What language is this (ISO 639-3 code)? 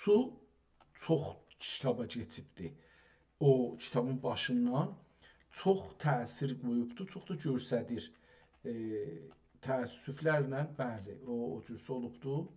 azb